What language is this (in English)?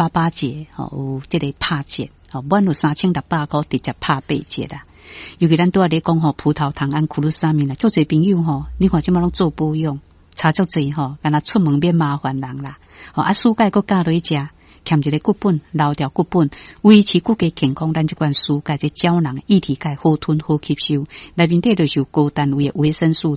Min Nan Chinese